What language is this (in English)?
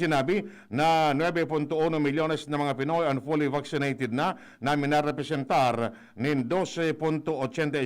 Bikol